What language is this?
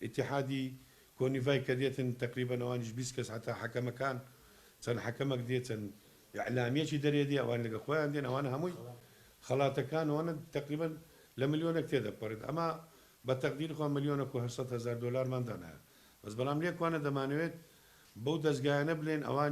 Central Kurdish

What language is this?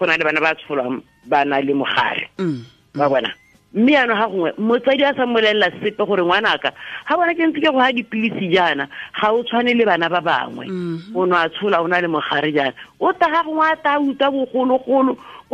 Tswana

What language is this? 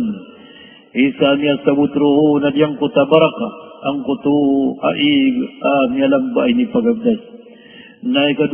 Maranao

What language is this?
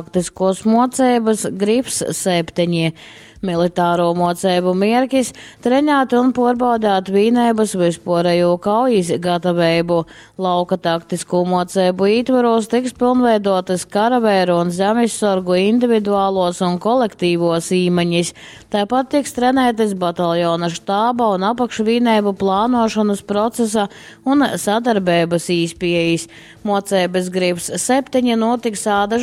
Latgalian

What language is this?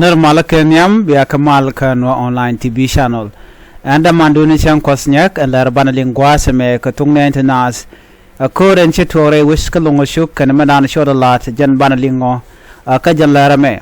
Nuer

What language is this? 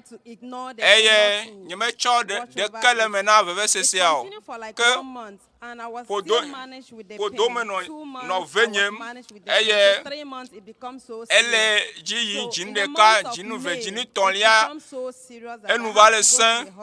Ewe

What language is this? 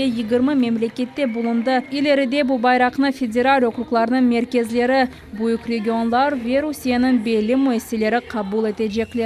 Crimean Tatar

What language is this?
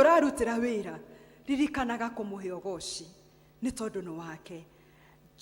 Kikuyu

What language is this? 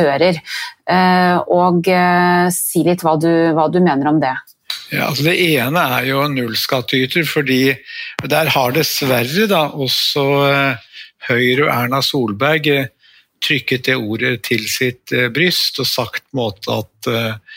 Norwegian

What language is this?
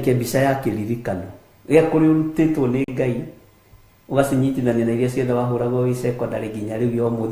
Kikuyu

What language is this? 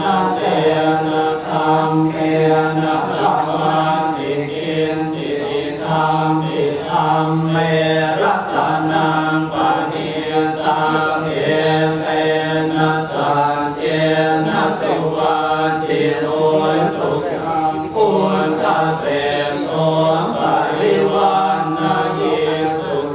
Pali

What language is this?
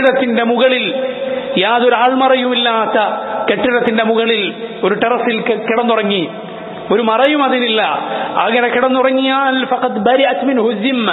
Malayalam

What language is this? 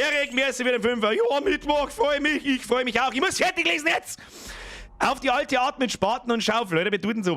Bavarian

